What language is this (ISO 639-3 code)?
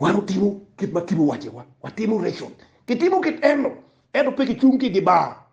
ach